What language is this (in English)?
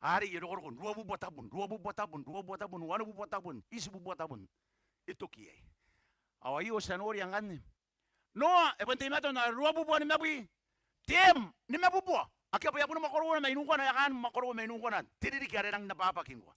Gilbertese